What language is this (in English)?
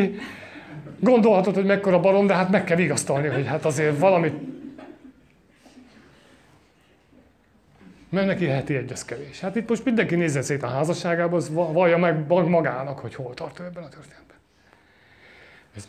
Hungarian